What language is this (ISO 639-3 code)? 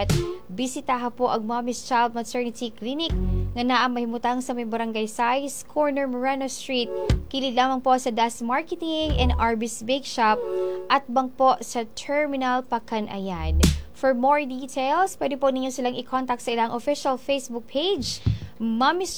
ceb